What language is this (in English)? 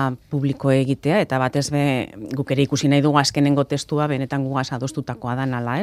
Basque